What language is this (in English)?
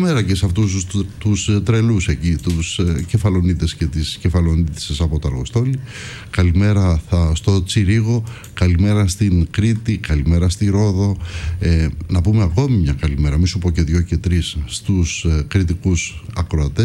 Greek